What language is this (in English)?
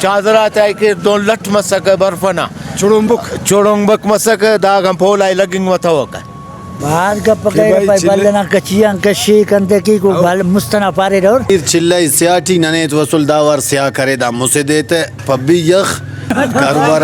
Brahui